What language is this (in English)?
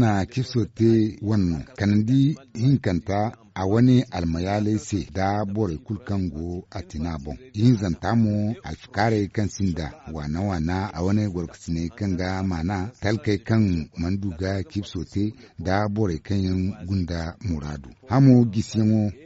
Zarma